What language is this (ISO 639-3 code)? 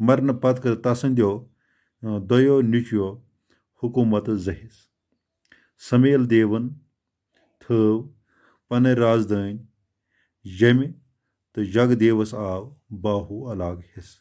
kas